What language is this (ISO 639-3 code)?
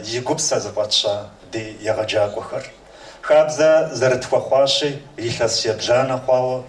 kbd